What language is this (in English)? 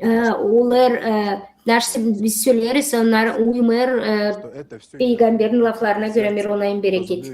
Gagauz